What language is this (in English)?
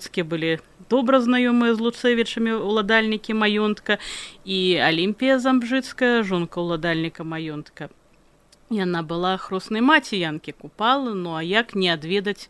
Belarusian